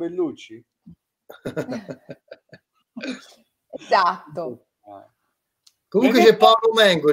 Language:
Italian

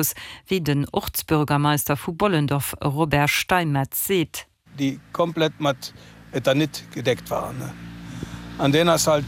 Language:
Luxembourgish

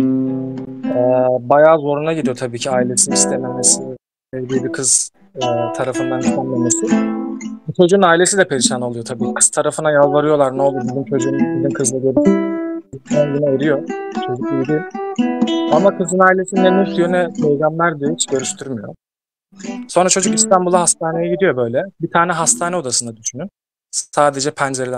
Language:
Turkish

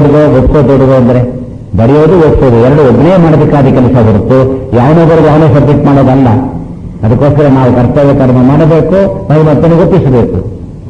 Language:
Kannada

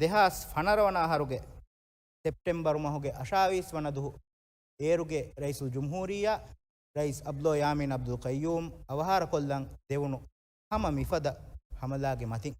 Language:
Divehi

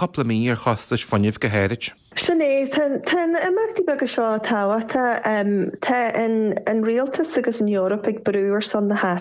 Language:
Irish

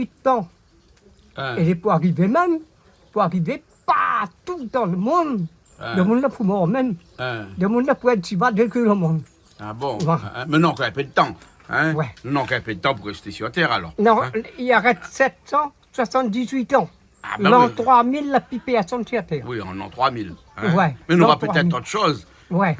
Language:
Réunion Creole French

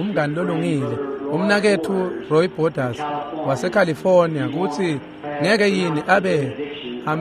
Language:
Swati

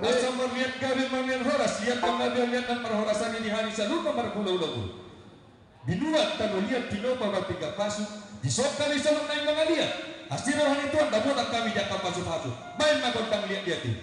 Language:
Batak Toba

